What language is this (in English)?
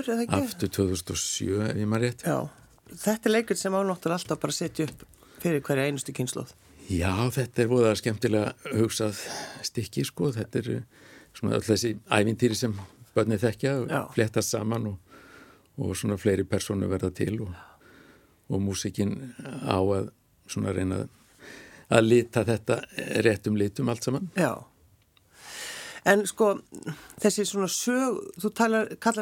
Icelandic